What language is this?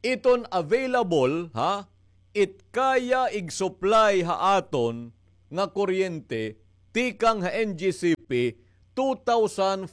Waray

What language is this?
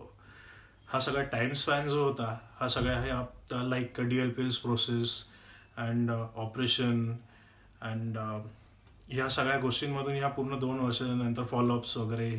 Marathi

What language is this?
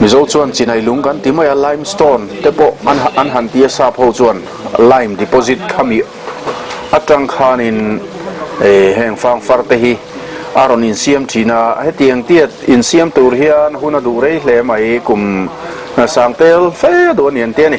Mizo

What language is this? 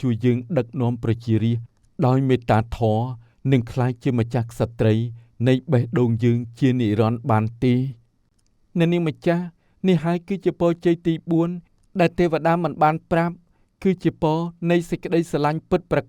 Khmer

